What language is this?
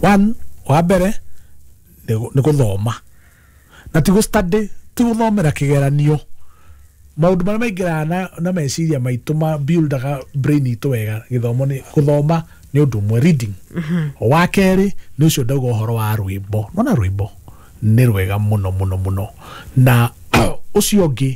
Kikuyu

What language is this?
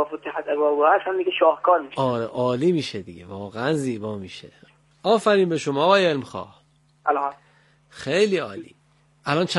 Persian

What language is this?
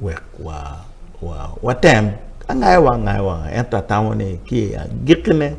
Acoli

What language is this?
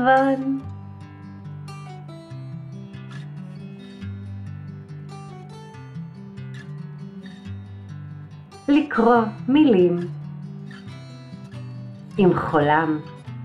Hebrew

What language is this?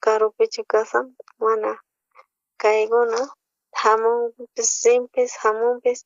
South Bolivian Quechua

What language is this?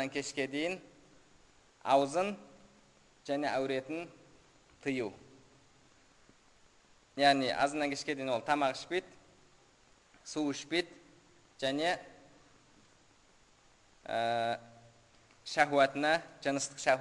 Kazakh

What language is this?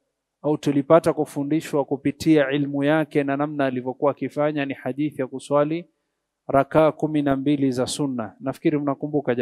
Swahili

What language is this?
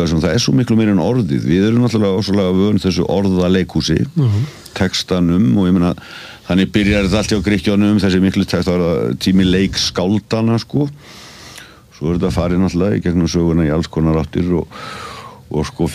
Icelandic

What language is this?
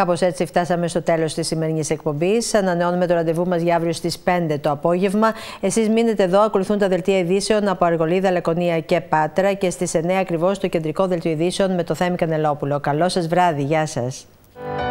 Greek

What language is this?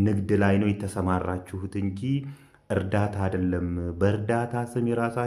Amharic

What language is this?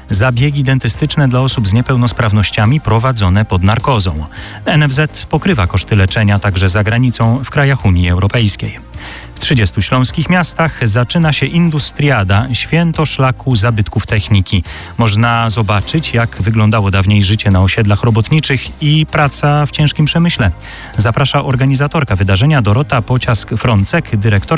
Polish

